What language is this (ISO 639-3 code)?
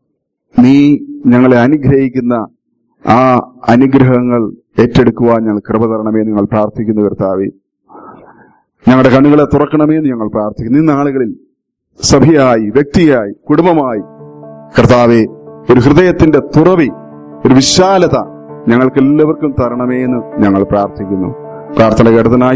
mal